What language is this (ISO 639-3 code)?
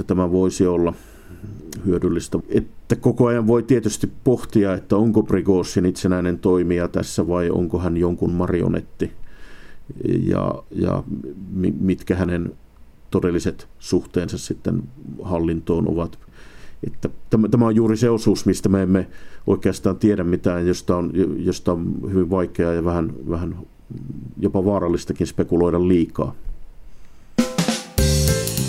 fin